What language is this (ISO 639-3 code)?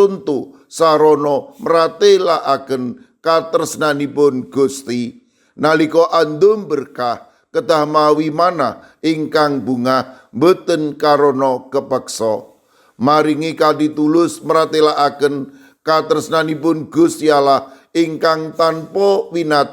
jav